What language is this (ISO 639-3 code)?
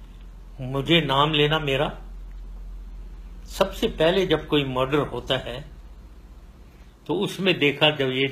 urd